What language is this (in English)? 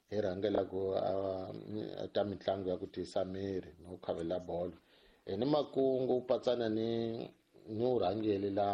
Tsonga